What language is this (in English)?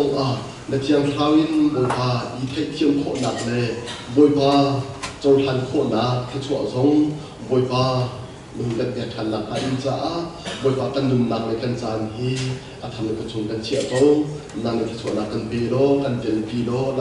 Hakha Chin